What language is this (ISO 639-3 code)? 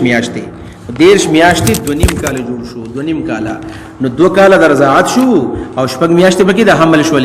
pus